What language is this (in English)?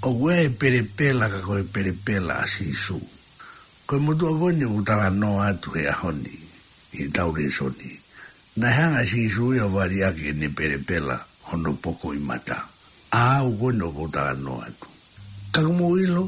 Tongan